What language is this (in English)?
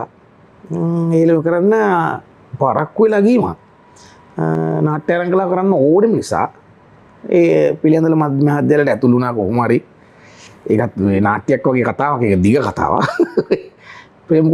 Sinhala